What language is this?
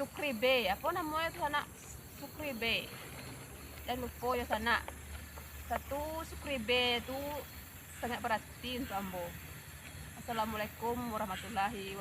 Minangkabau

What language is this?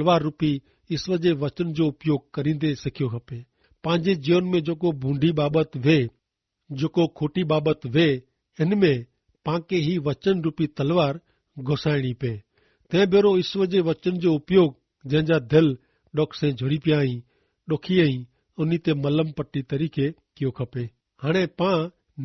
Kachhi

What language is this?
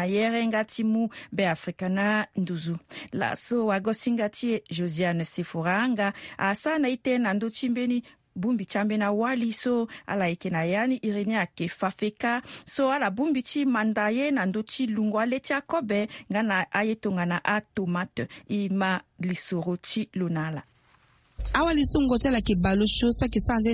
Sango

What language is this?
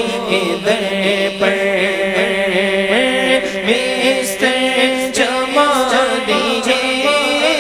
Urdu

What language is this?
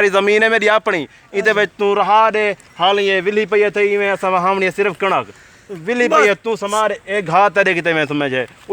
Saraiki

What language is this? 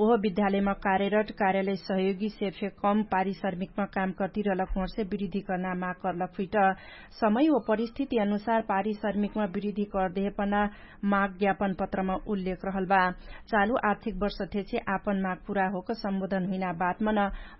Dangaura Tharu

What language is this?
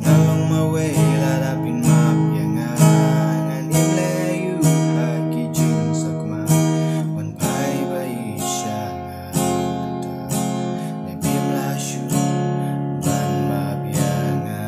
Khasi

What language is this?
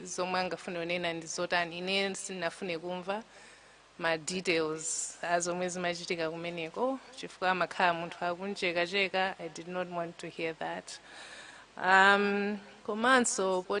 Nyanja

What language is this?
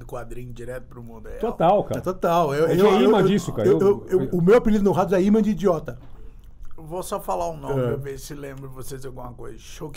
Portuguese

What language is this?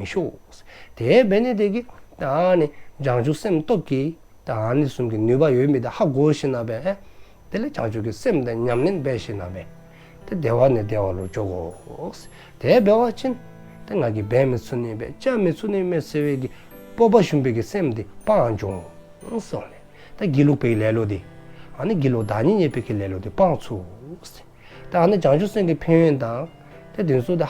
Dzongkha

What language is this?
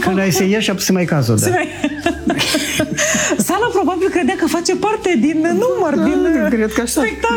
Romanian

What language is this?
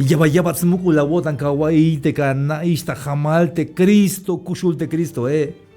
Tzeltal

